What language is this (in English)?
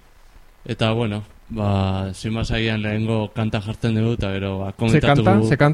Basque